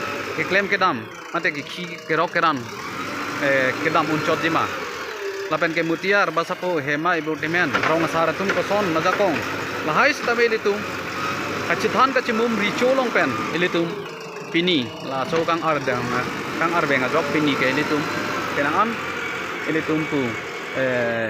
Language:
Karbi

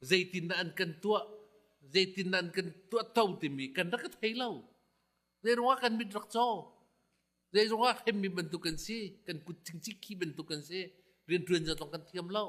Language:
Hakha Chin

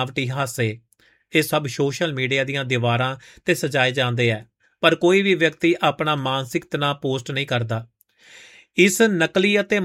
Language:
Punjabi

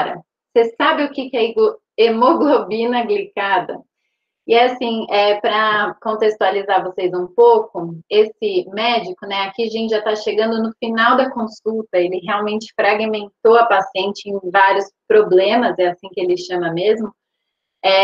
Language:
Portuguese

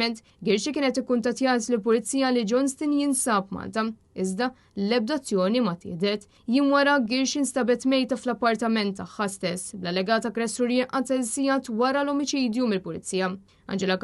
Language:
Maltese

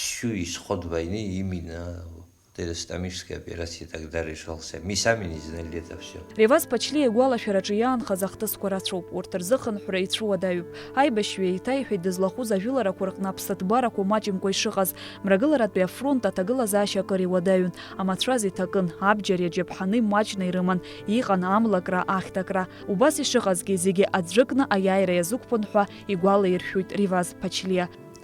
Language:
Abkhazian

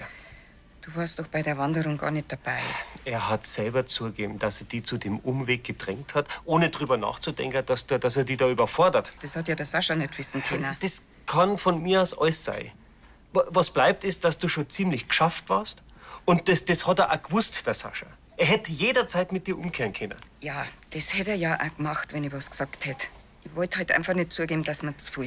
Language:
Bavarian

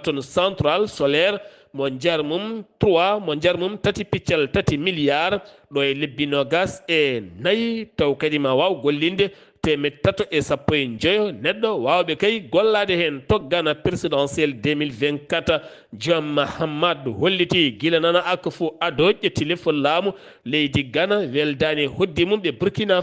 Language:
Fula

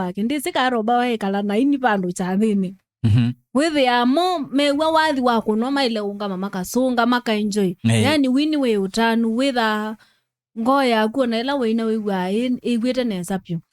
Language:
Kamba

